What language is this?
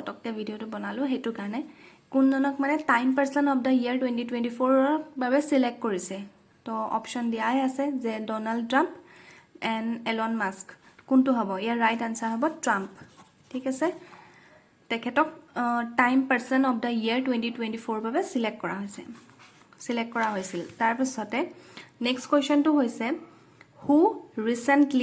Assamese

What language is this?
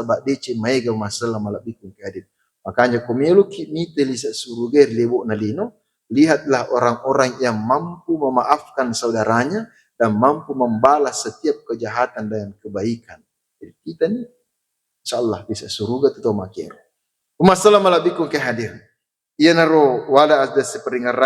Buginese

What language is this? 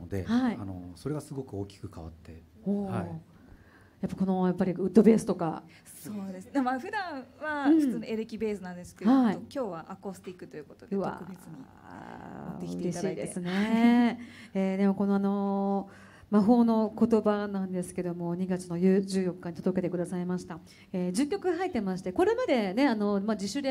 Japanese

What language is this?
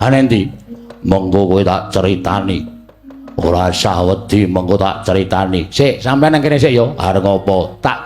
Javanese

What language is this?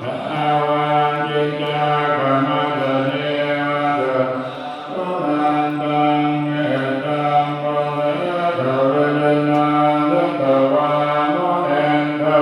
Pali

